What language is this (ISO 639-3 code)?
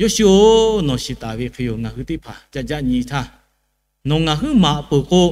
lhu